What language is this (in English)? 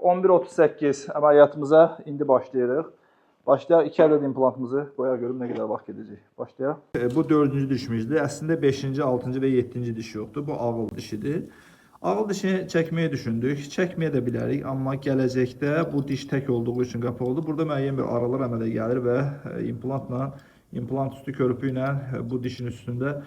Azerbaijani